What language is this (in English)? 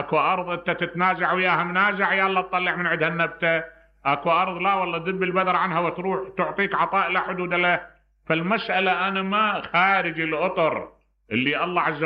Mesopotamian Arabic